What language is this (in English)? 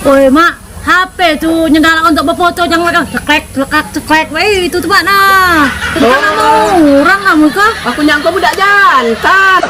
Musi